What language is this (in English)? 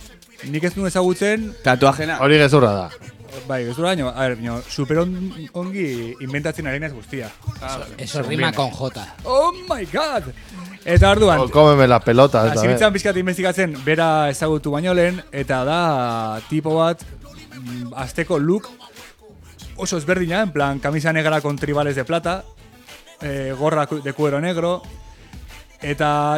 Basque